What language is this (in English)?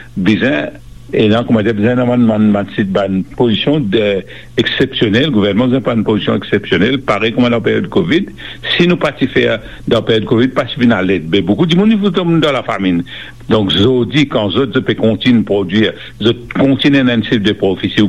Morisyen